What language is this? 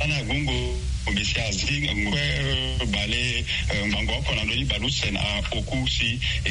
Sango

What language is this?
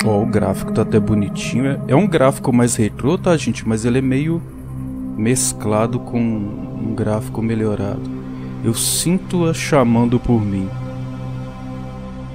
Portuguese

